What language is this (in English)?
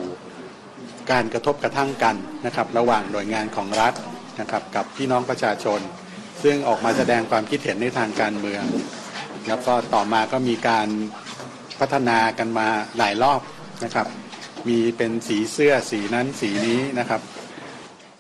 Thai